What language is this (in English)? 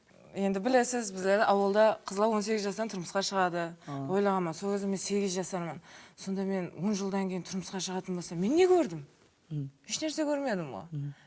Kara-Kalpak